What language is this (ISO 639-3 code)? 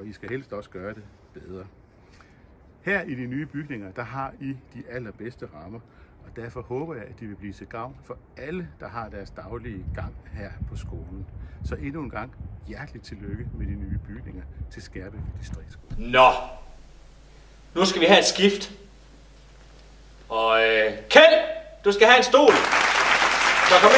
dan